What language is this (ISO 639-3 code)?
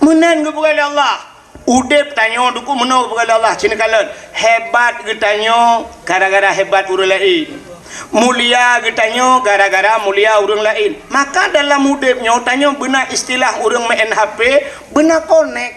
ace